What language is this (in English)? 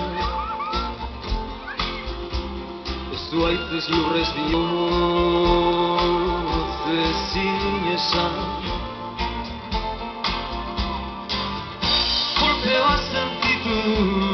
Basque